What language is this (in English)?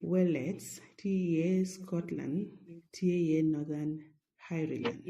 Acoli